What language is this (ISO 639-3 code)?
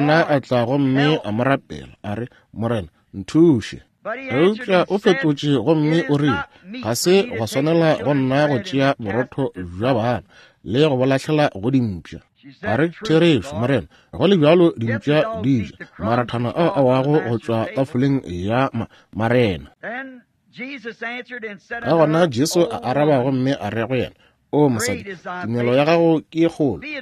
nso